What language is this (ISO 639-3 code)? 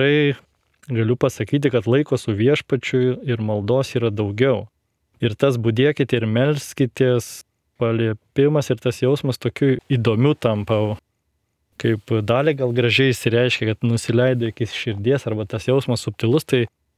lit